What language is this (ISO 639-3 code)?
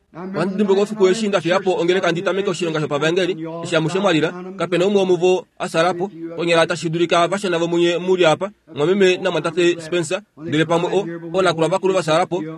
kua